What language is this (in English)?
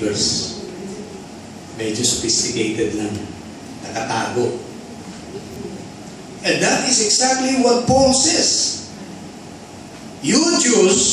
Filipino